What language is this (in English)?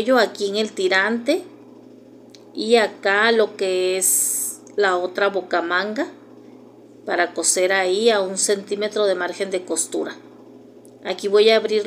Spanish